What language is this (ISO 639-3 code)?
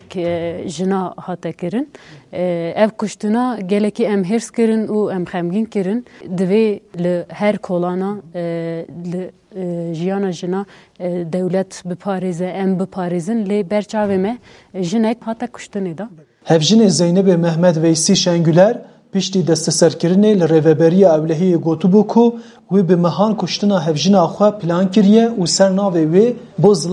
kur